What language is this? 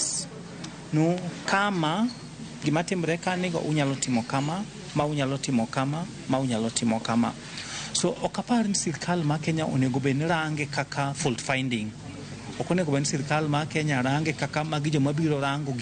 Luo (Kenya and Tanzania)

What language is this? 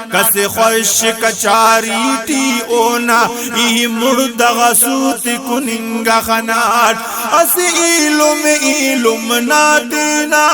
Brahui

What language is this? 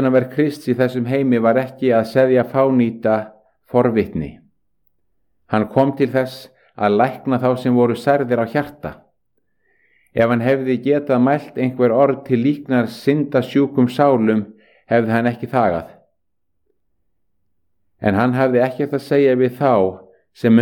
Icelandic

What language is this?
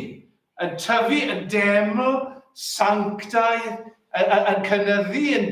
Welsh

